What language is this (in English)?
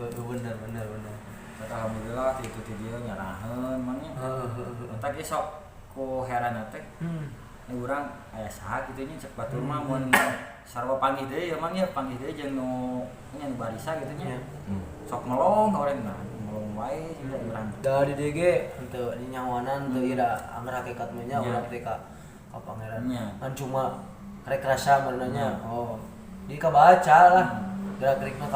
Sundanese